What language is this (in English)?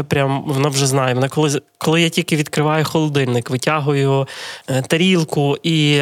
Ukrainian